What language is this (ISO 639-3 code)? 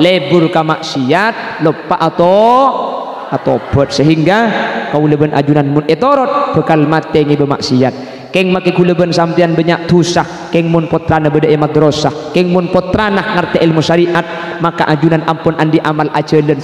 mad